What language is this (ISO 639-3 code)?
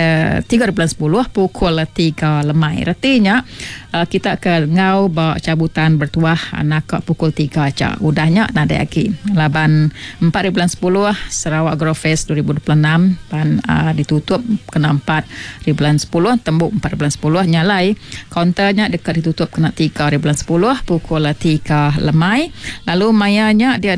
iba